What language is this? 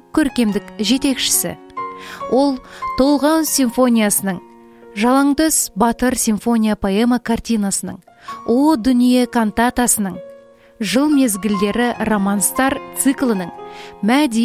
Kazakh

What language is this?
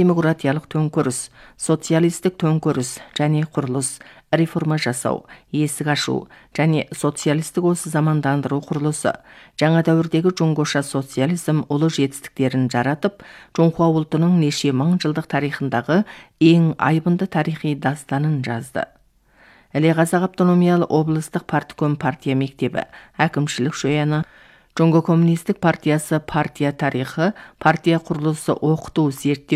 Kazakh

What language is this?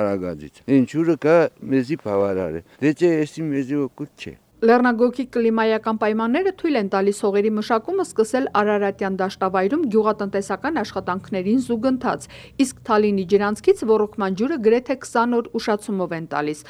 Armenian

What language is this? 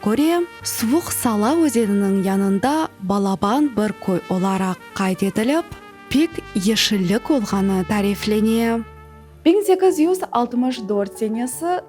Crimean Tatar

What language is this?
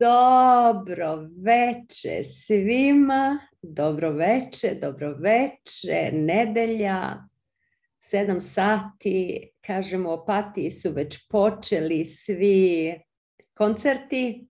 Serbian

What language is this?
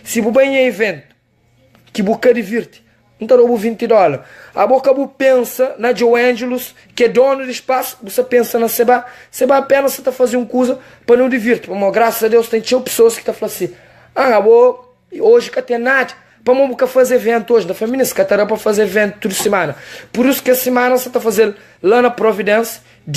Kabuverdianu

